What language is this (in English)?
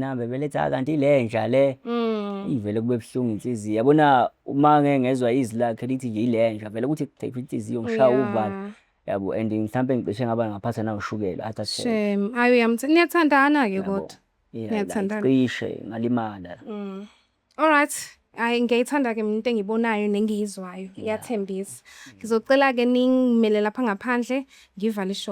Zulu